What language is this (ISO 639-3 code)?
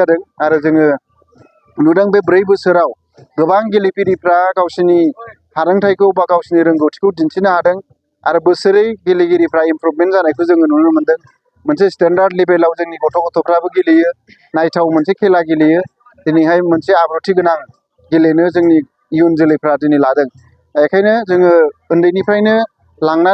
brx